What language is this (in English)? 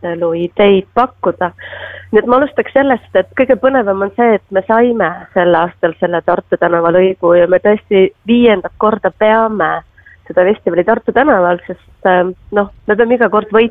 Estonian